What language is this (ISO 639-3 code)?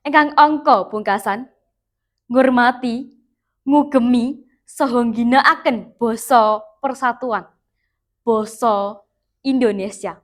jav